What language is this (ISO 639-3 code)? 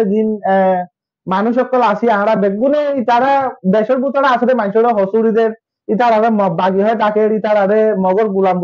rhg